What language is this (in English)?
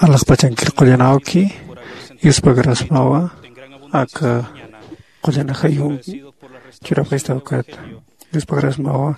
Aymara